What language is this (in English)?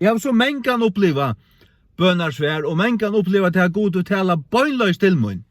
Faroese